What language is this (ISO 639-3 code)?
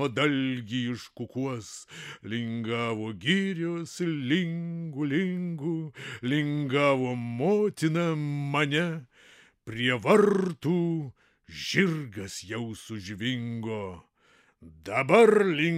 lit